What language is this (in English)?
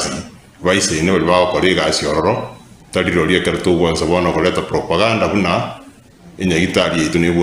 Gusii